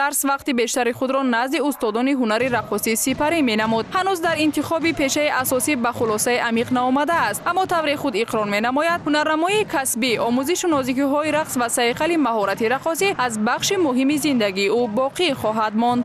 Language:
Tajik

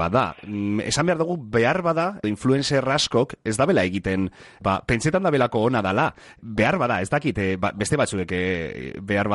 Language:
Basque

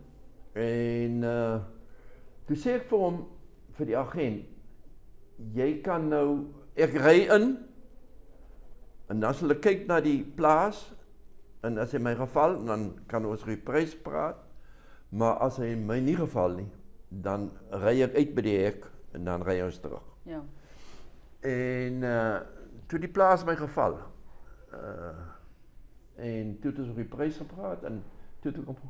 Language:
Afrikaans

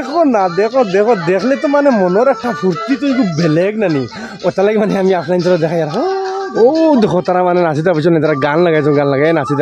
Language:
Sylheti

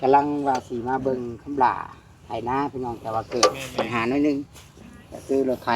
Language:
Northeastern Thai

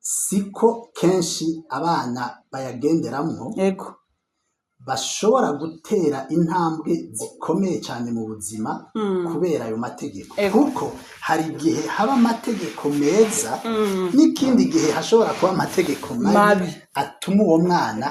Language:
Rundi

